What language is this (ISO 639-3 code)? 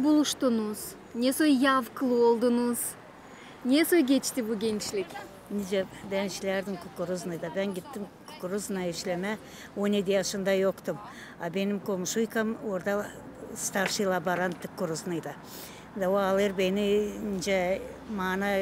gag